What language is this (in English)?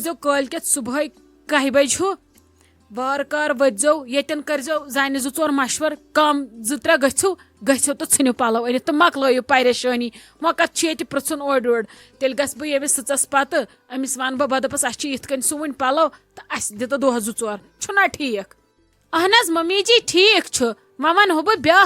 Kashmiri